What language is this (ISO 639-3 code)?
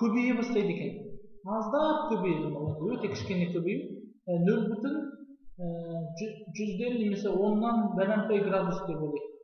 kaz